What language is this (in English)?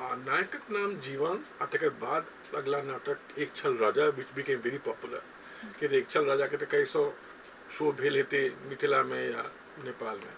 Maithili